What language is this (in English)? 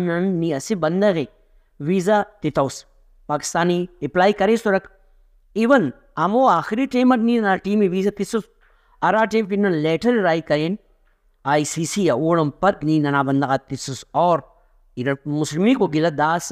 Brahui